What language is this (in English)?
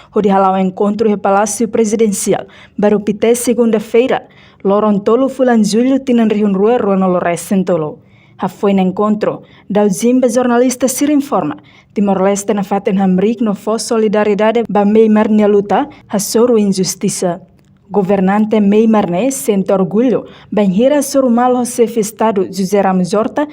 Tetum